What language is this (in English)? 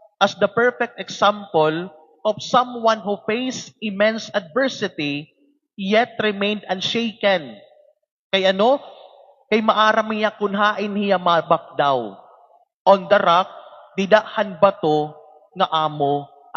Waray